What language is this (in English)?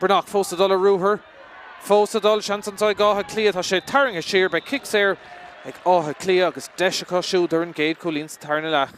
Irish